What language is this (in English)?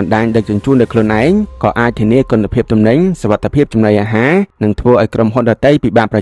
Khmer